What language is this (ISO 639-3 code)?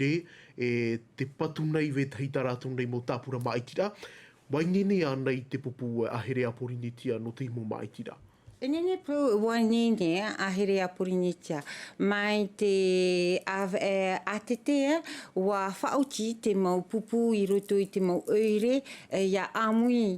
tah